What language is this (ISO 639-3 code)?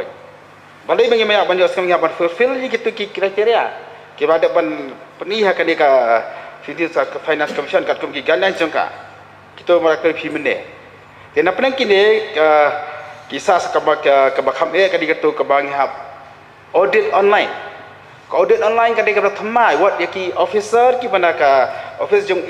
kha